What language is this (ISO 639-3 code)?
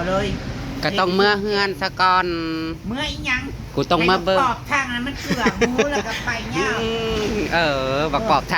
tts